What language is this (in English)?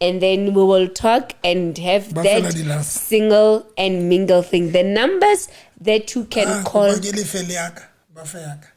Southern Sotho